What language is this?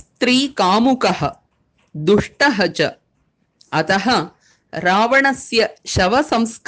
Sanskrit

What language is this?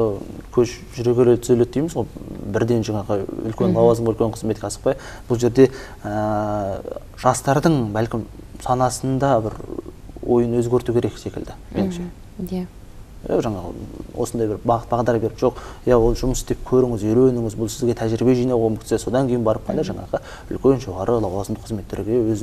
Kazakh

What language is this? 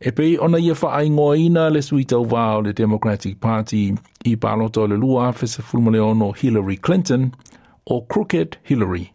Samoan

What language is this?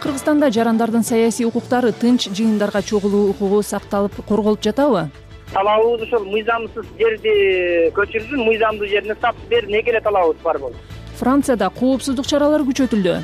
Kyrgyz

